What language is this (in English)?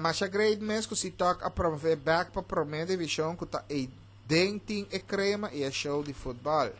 Papiamento